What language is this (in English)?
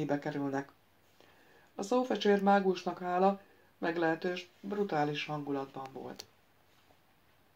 Hungarian